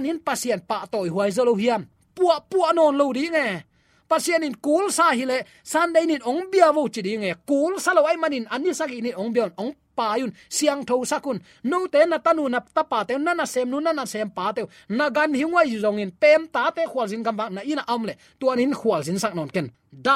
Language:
Tedim Chin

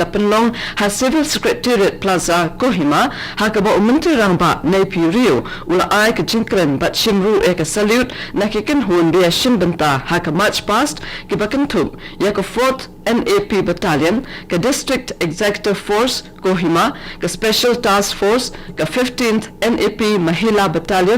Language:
Khasi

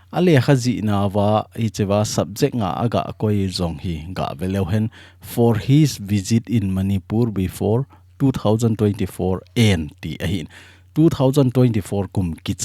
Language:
Thado Chin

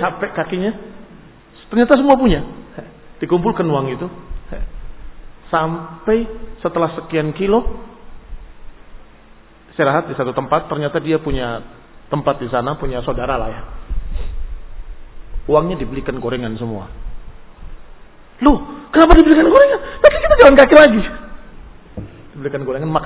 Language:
Indonesian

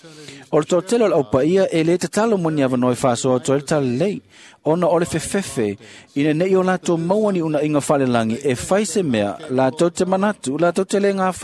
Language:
Samoan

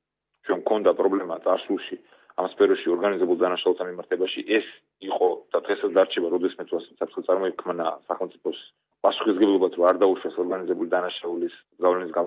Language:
Georgian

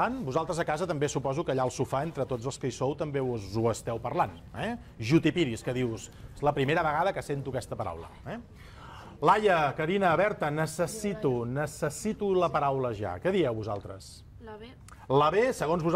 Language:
Catalan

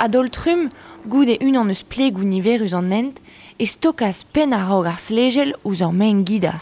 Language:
Breton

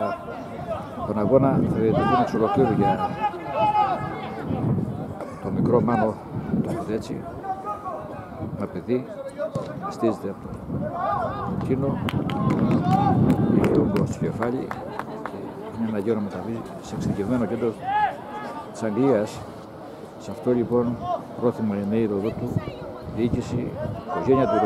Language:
Greek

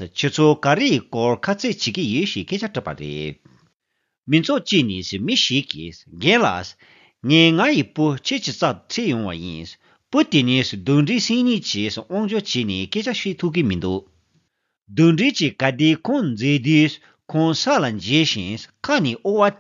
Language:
Tibetan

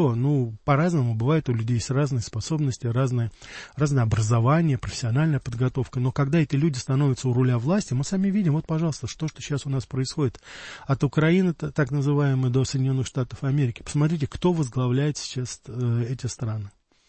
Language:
Russian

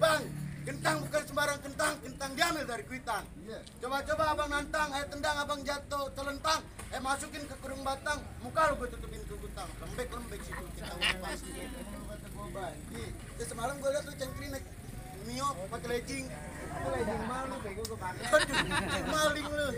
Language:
Betawi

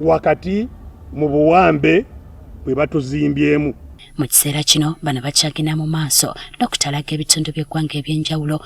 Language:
Ganda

